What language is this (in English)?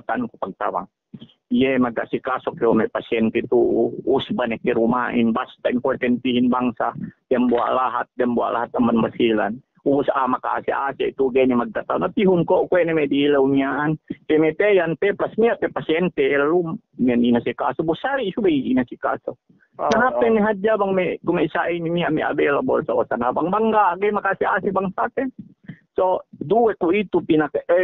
Yakan